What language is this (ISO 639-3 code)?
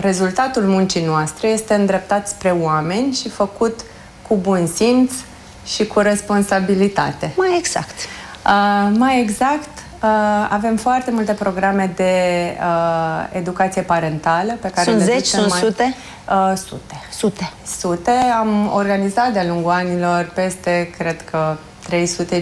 ron